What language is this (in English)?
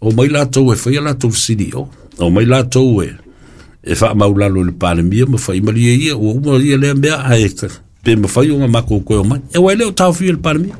Samoan